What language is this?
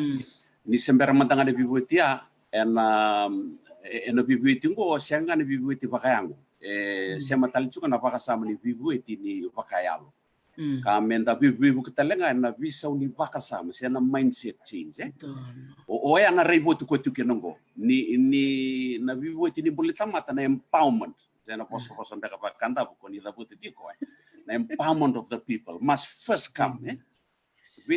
Fijian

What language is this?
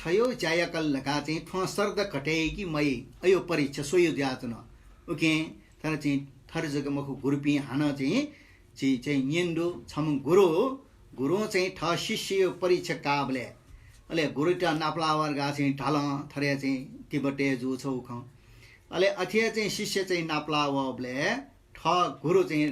Newari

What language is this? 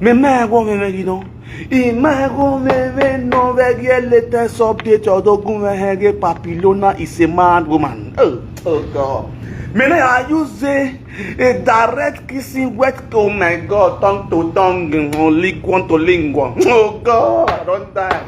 Nigerian Pidgin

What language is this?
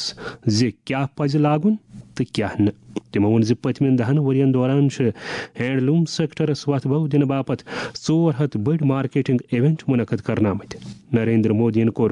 Kashmiri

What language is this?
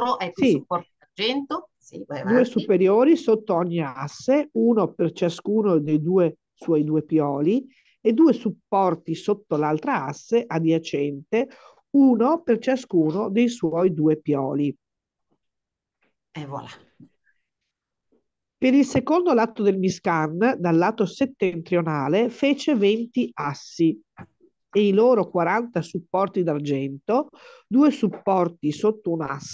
Italian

